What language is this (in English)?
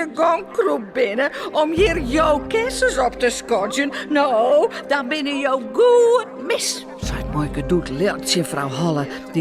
Western Frisian